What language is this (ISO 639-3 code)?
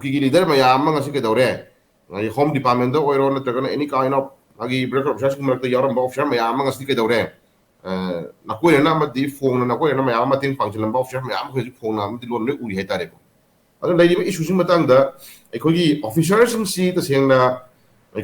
mni